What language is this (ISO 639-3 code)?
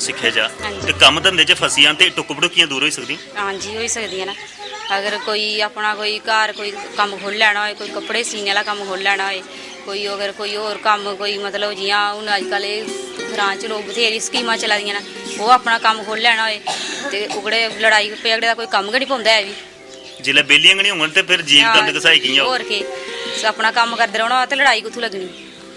doi